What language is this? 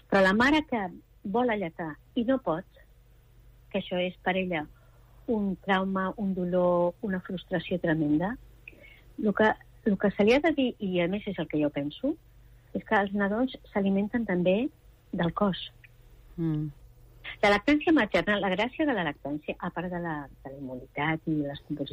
Catalan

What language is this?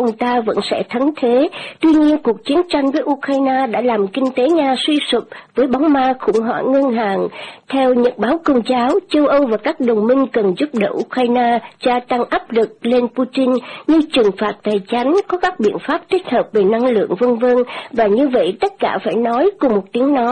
Vietnamese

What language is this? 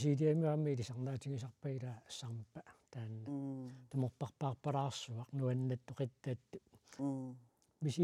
Kalaallisut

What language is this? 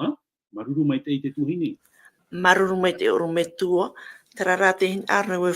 Tahitian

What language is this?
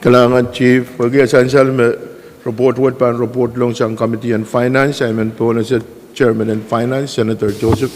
Pohnpeian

